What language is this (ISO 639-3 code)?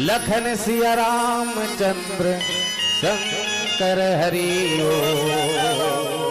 hne